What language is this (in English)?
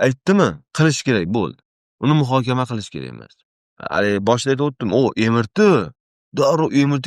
Uzbek